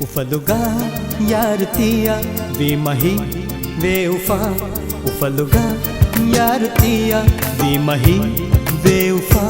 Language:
Divehi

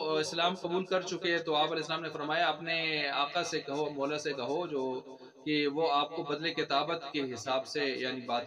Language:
Urdu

